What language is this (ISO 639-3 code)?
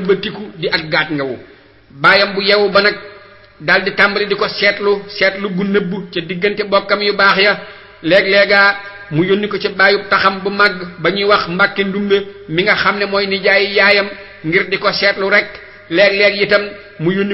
wol